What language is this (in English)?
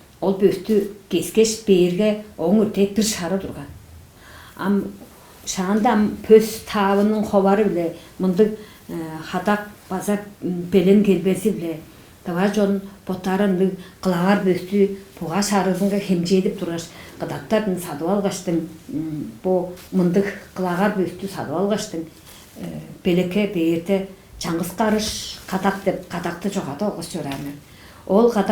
Tuvinian